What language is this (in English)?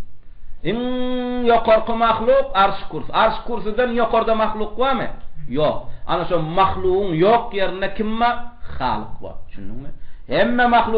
Turkmen